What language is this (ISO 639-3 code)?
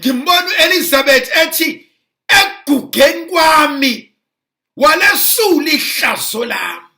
zul